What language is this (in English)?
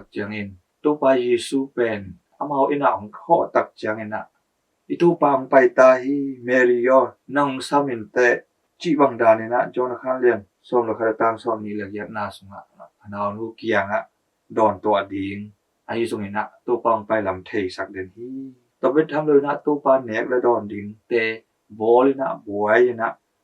Tedim Chin